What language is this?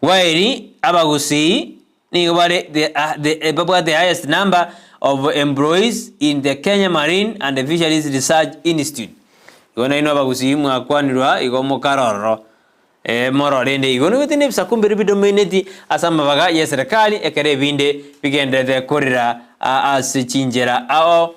Gusii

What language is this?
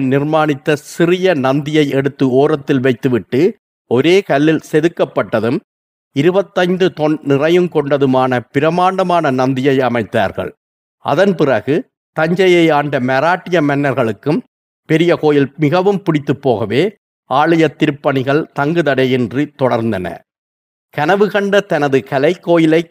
Tamil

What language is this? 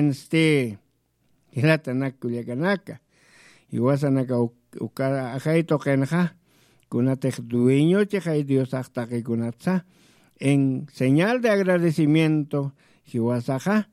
Aymara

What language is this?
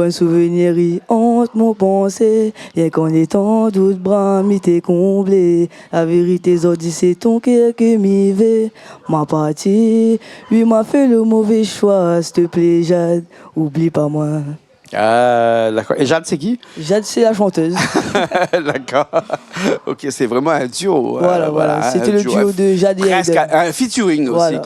Réunion Creole French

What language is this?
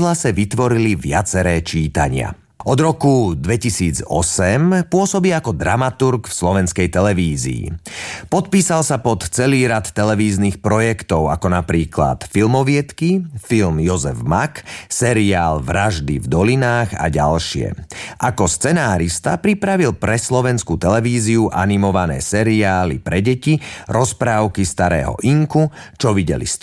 Slovak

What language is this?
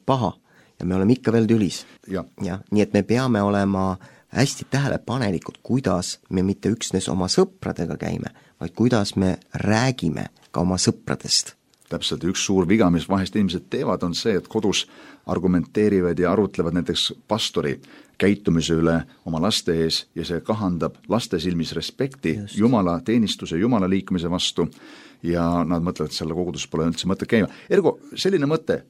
Estonian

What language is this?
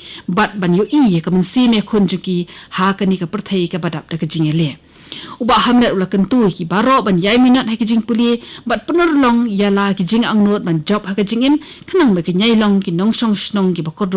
Khasi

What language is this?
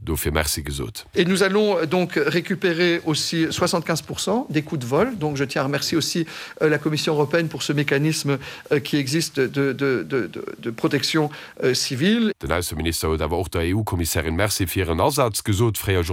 Luxembourgish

